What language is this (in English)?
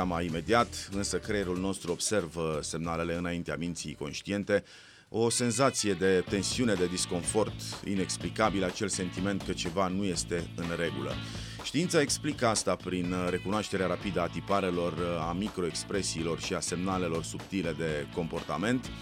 Romanian